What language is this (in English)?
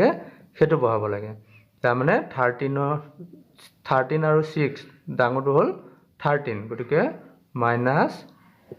Assamese